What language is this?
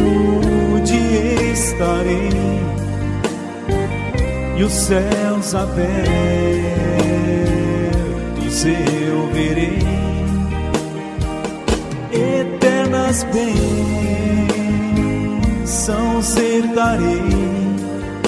Portuguese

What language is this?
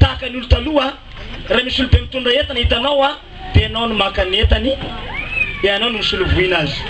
Malagasy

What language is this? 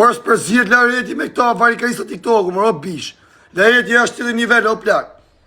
Albanian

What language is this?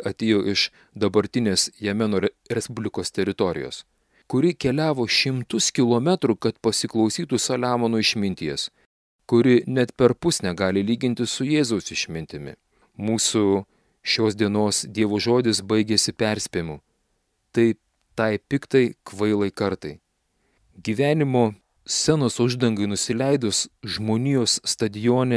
Lithuanian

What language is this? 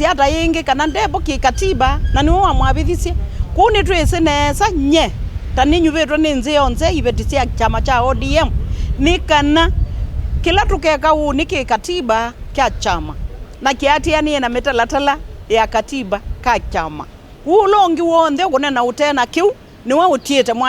Kamba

